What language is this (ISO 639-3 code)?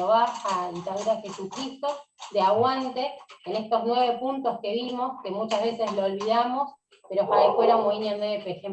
grn